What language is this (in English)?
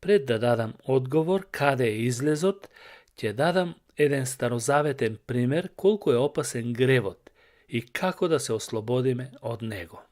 Macedonian